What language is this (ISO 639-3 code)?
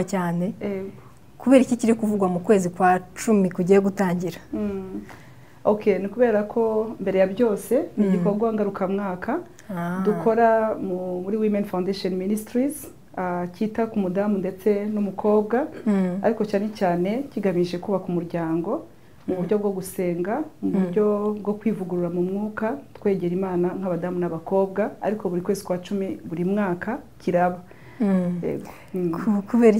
kin